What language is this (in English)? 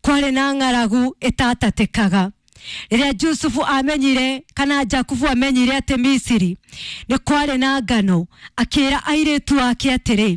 Kikuyu